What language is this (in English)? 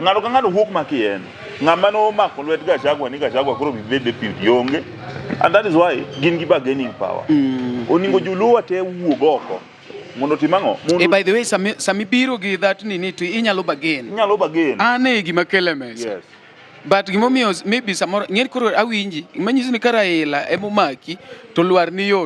Luo (Kenya and Tanzania)